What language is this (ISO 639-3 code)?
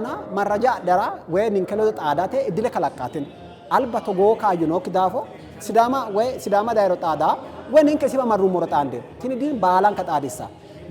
sid